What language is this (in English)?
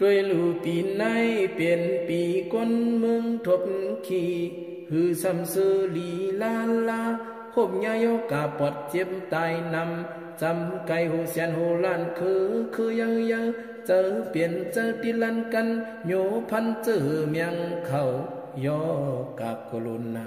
Shan